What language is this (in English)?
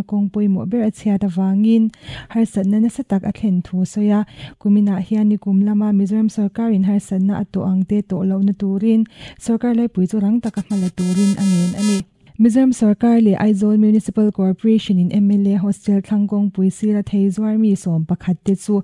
Mizo